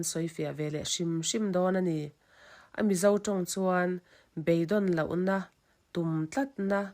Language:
Mizo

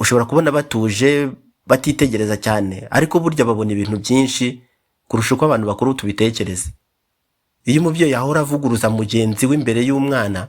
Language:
Kinyarwanda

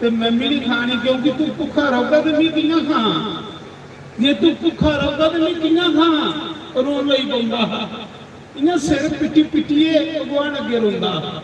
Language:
Dogri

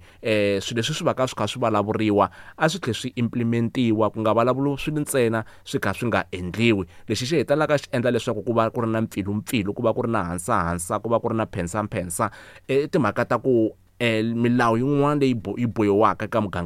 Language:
Tsonga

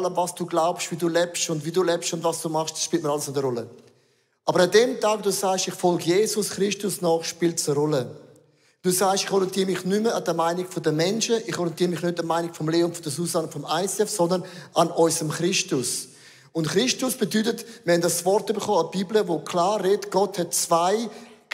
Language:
Swiss German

